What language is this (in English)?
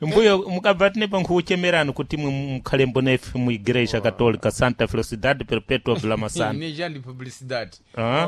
Sena